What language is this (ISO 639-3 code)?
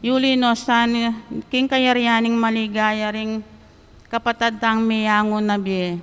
pam